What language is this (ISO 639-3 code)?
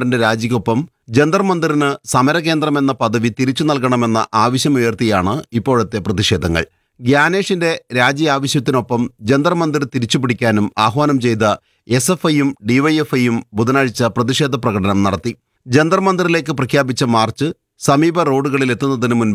mal